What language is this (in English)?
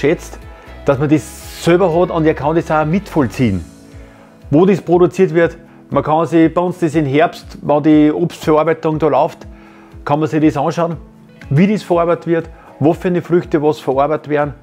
Bavarian